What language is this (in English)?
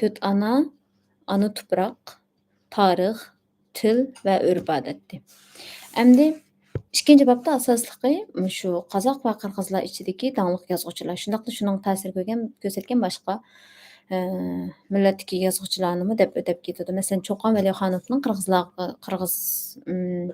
Uyghur